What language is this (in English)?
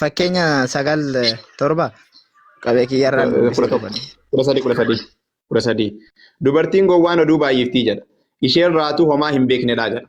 Oromo